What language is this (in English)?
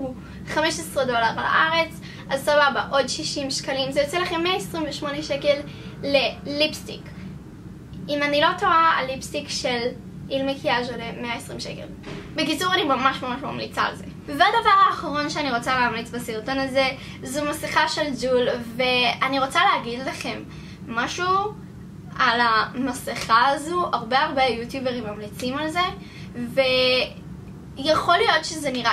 Hebrew